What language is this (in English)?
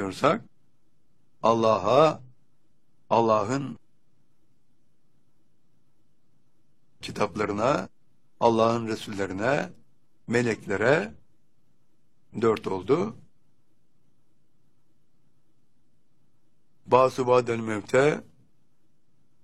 Turkish